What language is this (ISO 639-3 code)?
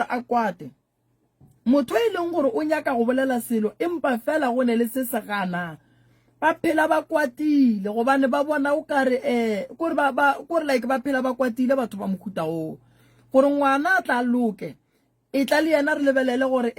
nso